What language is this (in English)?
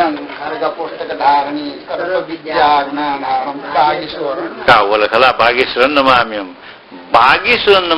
Newari